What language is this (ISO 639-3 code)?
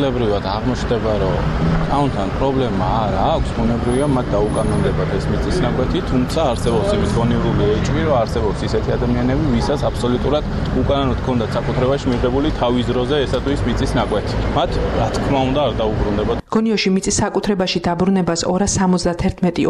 kat